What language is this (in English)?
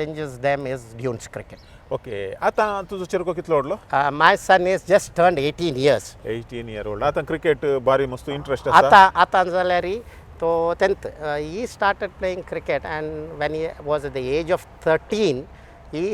Konkani